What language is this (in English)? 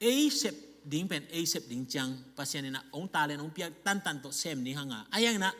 Tedim Chin